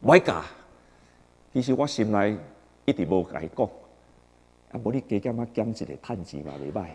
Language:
Min Nan Chinese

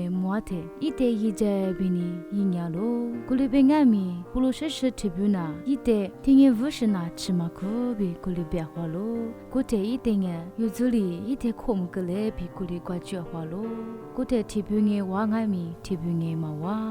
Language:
Lisu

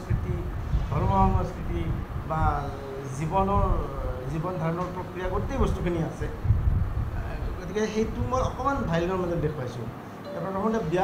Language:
Assamese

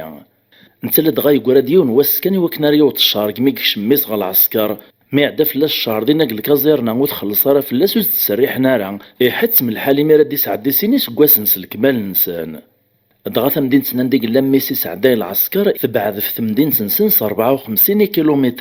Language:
Kabyle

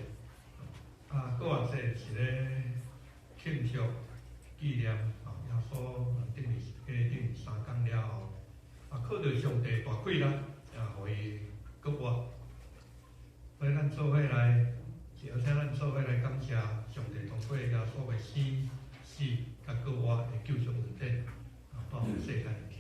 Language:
Min Nan Chinese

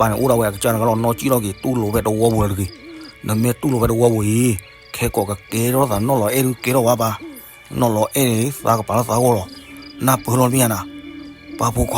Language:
S'gaw Karen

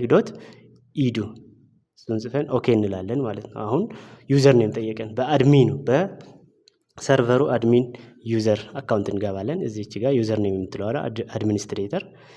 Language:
Amharic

